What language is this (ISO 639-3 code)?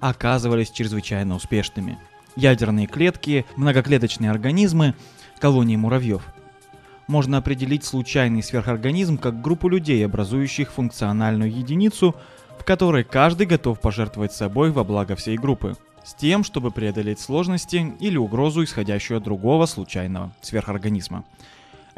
rus